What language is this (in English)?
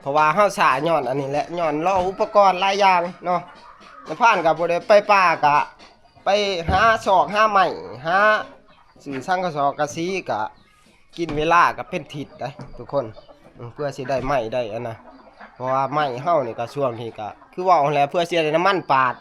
Northeastern Thai